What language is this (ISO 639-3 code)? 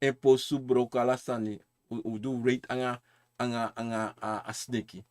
srn